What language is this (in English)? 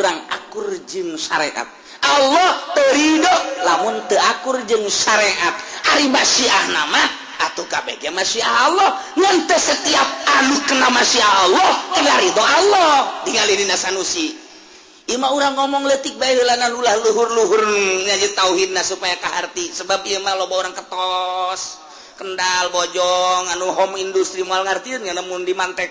Sundanese